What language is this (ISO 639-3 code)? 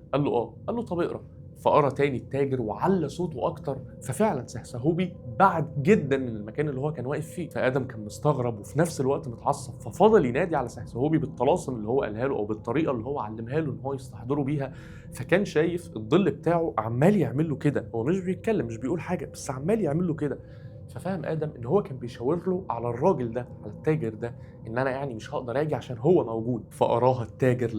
arz